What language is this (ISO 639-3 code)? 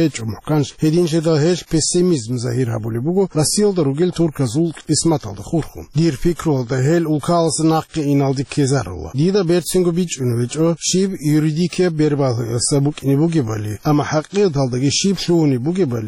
ava